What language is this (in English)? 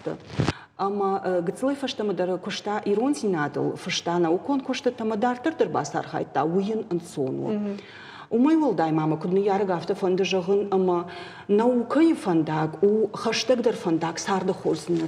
Ossetic